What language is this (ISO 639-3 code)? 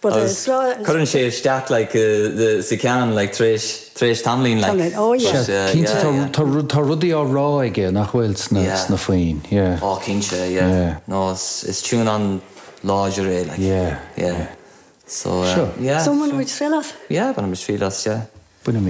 gle